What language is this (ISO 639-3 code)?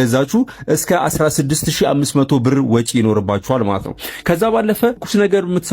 amh